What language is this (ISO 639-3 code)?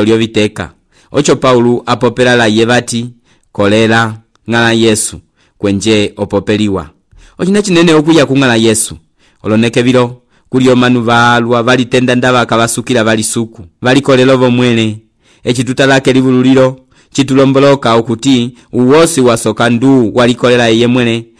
umb